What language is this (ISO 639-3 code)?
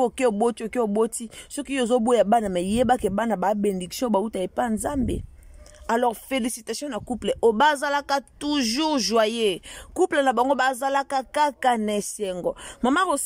lin